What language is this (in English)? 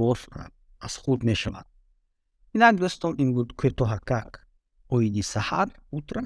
Tajik